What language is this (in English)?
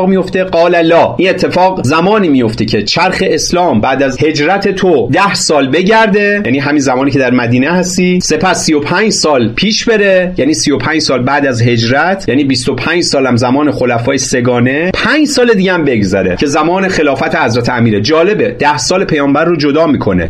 Persian